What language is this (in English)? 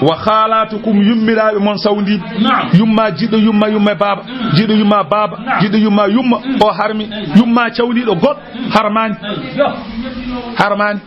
Fula